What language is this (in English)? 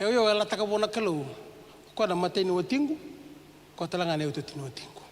Fijian